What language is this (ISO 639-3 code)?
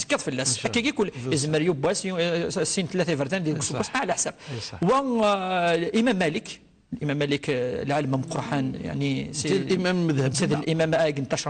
kab